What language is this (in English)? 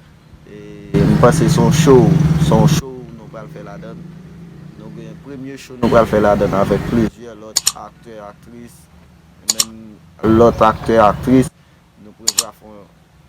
Haitian Creole